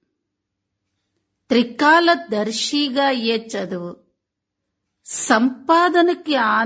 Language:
Telugu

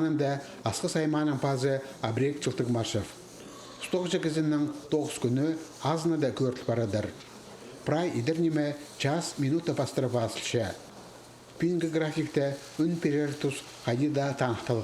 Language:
Khakas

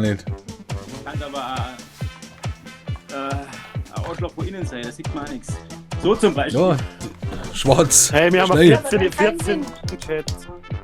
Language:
Bavarian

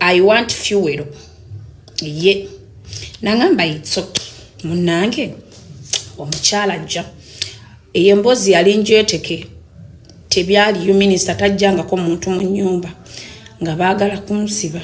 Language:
Ganda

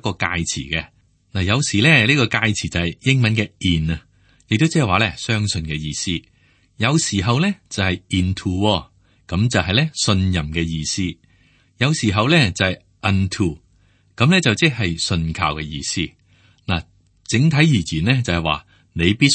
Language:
Cantonese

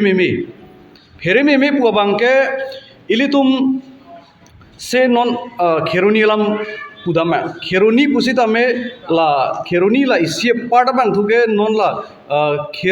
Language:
Karbi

